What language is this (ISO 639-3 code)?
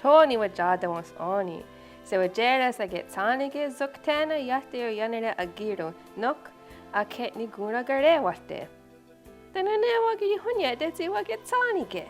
moh